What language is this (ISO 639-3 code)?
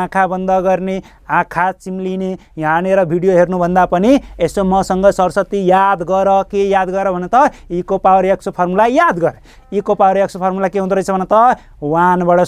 nep